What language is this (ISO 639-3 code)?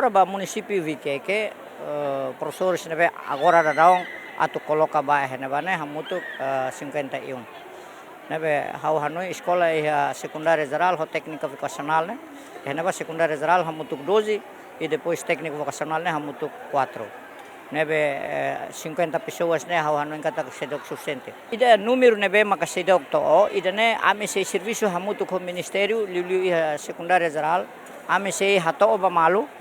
tet